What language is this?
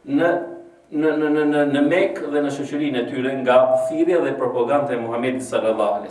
Albanian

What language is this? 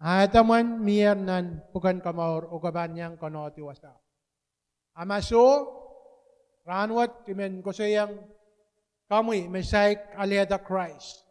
Pohnpeian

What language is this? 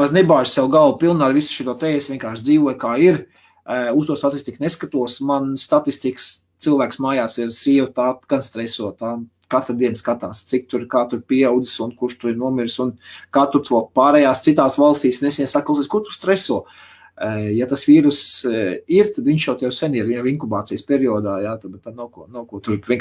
Latvian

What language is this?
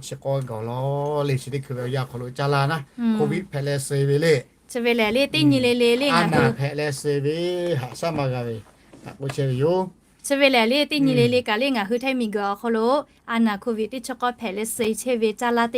Lahu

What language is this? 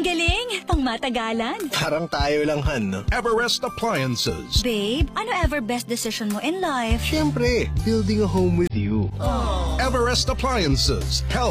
Filipino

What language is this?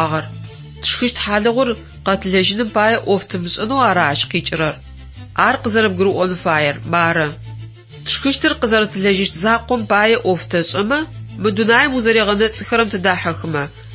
Adyghe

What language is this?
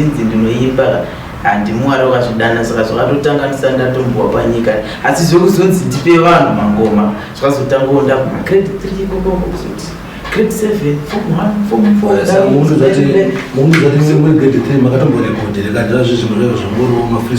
Shona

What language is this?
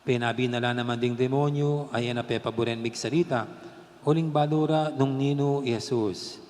Pampanga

